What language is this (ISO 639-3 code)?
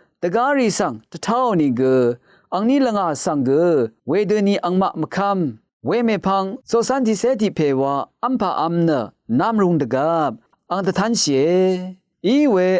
raw